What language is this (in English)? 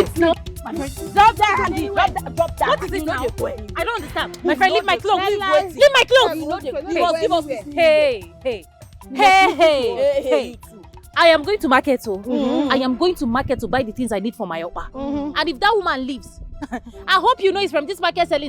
Nigerian Pidgin